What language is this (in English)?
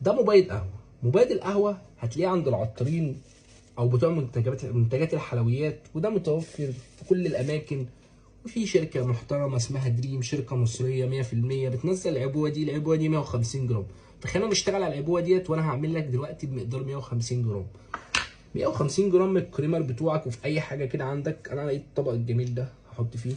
Egyptian Arabic